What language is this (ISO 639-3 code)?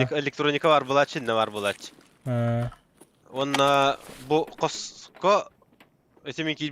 sah